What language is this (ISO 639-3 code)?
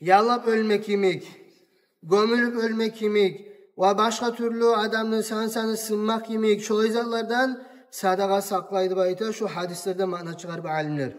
kum